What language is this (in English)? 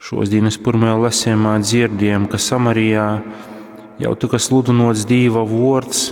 Latgalian